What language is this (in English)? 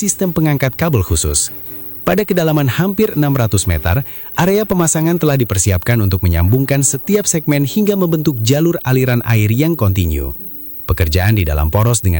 Indonesian